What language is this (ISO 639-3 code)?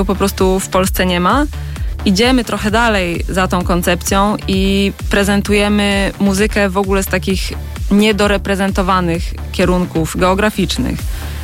pol